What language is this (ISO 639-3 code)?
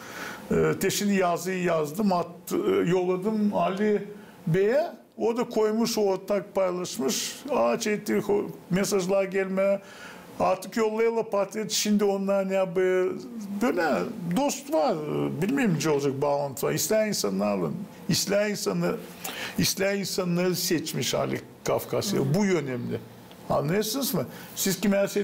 gag